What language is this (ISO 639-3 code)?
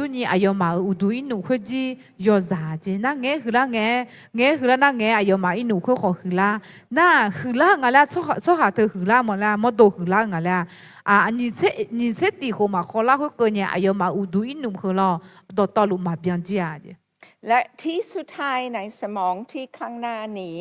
ahk